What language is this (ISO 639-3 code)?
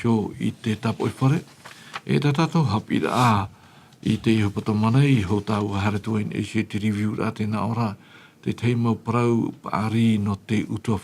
tah